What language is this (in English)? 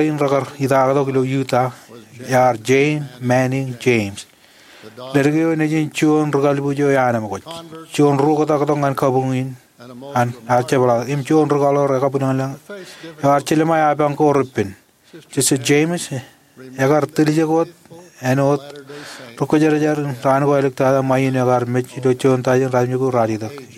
Marshallese